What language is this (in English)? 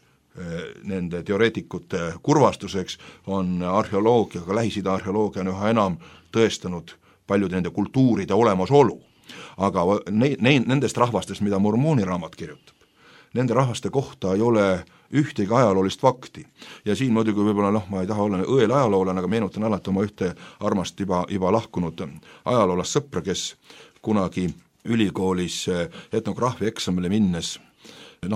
Estonian